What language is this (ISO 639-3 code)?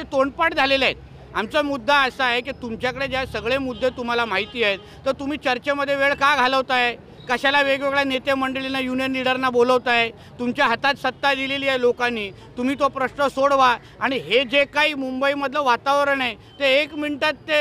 mar